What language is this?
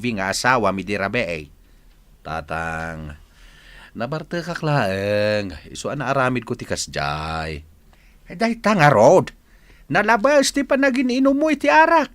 Iloko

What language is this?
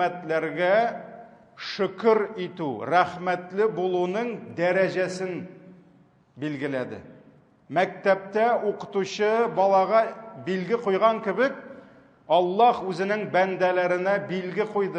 Tatar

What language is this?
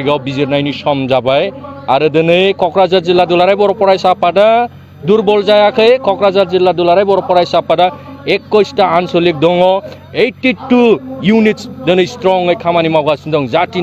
Bodo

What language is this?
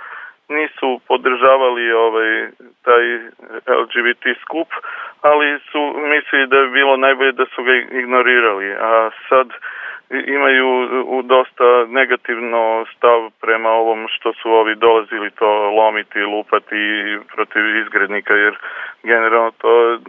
Serbian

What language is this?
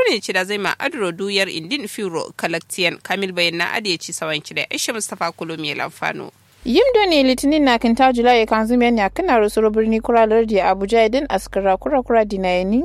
Kanuri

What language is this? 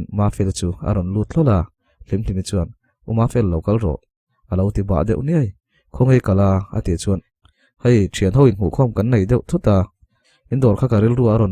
Mizo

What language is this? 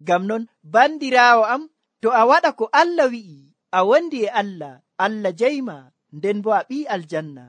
Nigerian Fulfulde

